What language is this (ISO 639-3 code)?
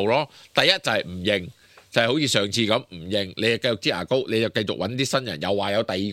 yue